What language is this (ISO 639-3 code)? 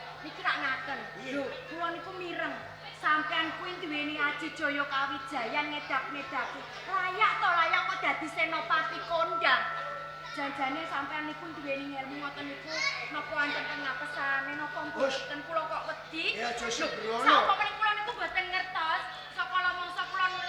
jav